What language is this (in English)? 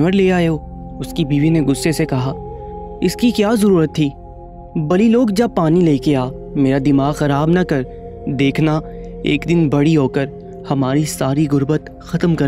Urdu